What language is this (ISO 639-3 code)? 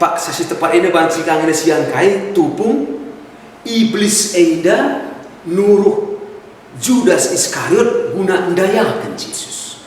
btx